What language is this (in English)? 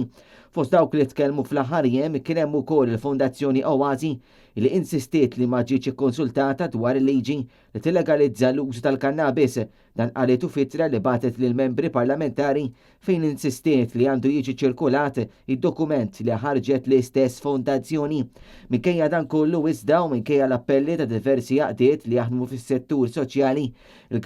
Maltese